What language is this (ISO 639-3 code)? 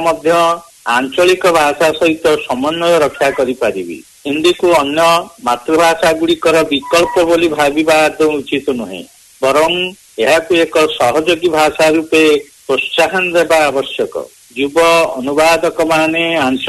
ori